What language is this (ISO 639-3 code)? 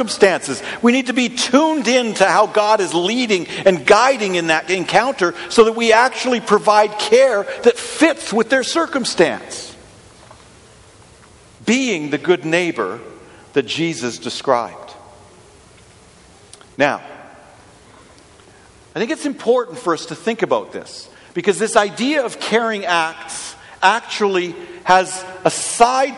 eng